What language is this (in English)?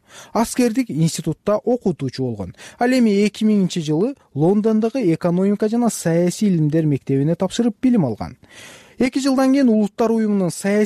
Kyrgyz